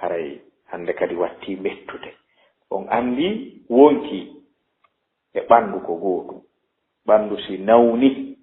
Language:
Fula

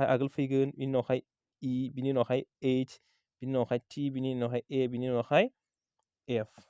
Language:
Bodo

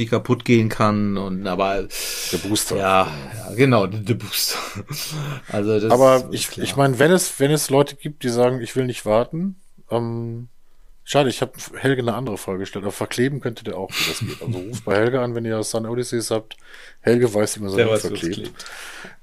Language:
German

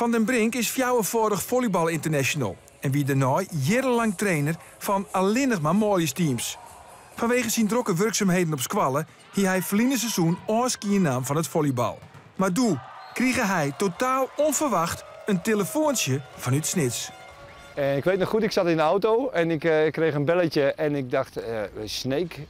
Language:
Western Frisian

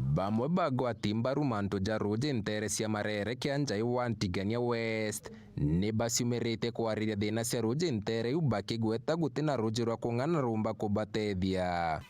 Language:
Meru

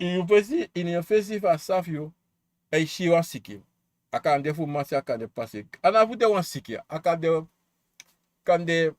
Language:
Sranan Tongo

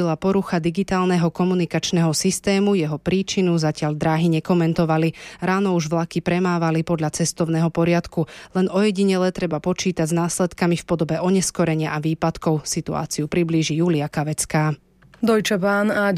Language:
Slovak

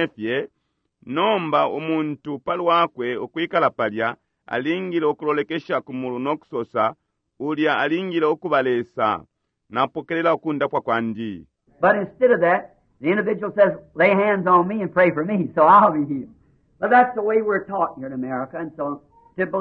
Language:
Bemba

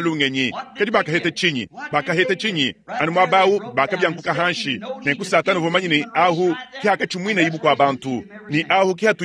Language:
Luba-Lulua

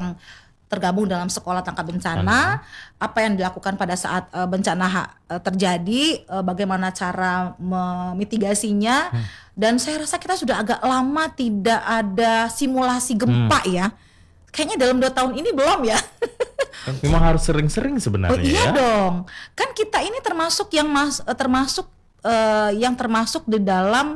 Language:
Indonesian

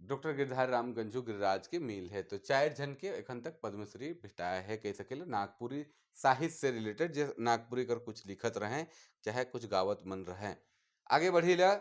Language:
Sadri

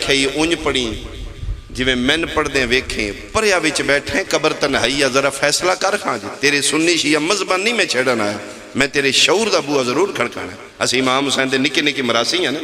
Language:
Pahari-Potwari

